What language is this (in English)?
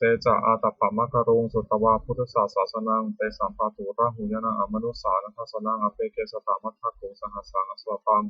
Pali